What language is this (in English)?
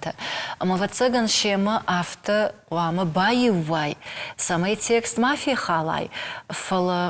Ossetic